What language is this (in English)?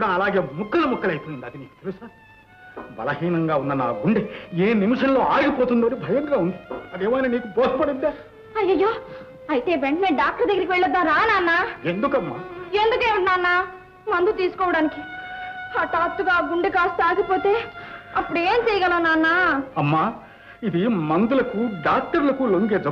Telugu